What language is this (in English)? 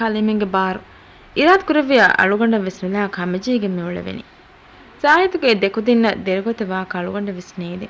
Divehi